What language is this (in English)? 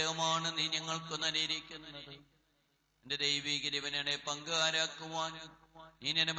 Malayalam